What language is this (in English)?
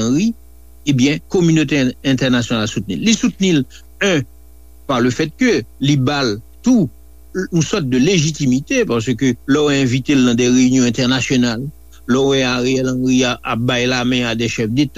Haitian Creole